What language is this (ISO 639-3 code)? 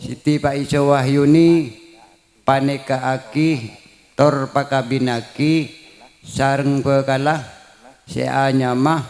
mad